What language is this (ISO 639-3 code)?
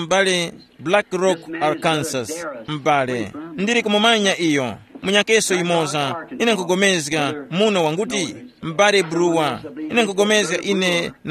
tum